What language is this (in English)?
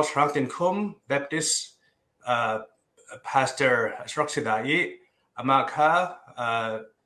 Hakha Chin